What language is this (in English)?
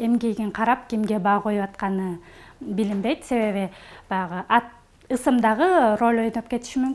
Kyrgyz